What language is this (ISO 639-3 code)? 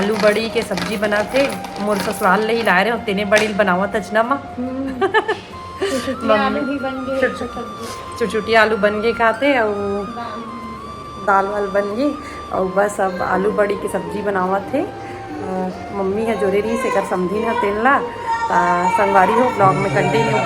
hne